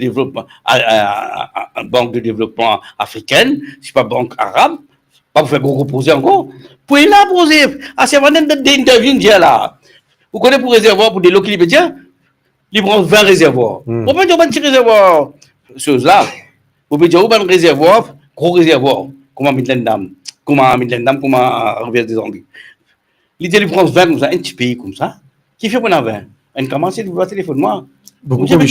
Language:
Morisyen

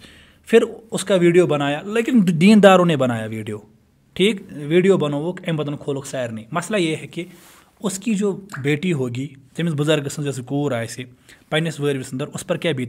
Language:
Kashmiri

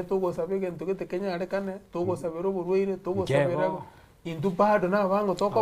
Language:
Gusii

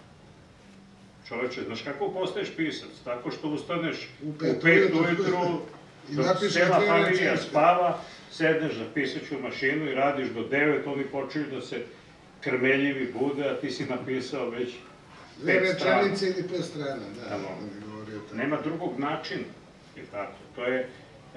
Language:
Serbian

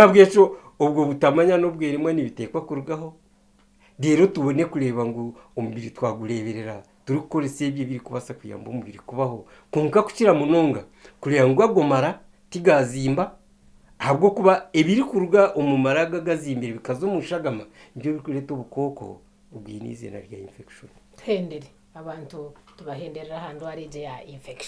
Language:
Nyankole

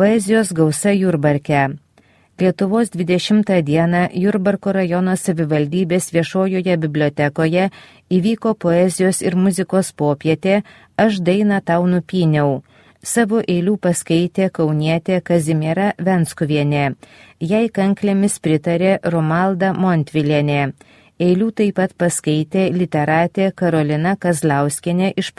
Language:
Lithuanian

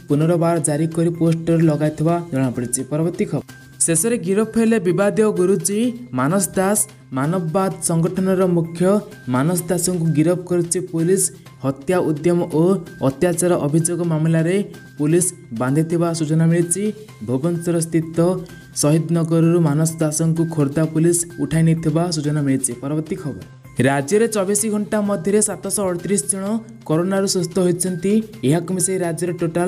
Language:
Odia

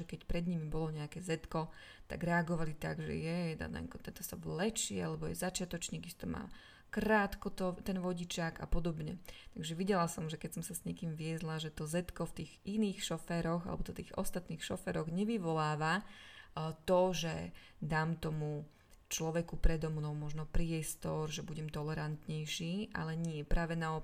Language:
Slovak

